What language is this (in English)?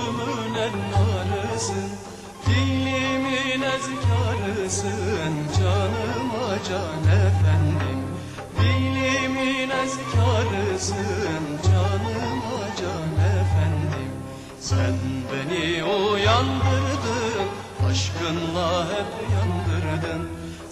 Turkish